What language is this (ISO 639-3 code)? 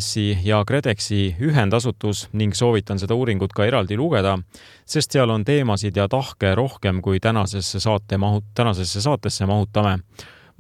est